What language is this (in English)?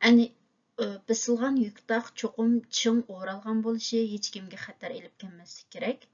Uyghur